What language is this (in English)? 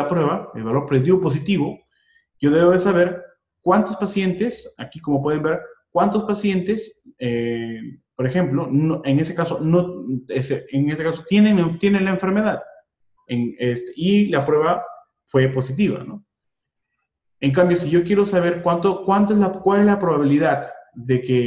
Spanish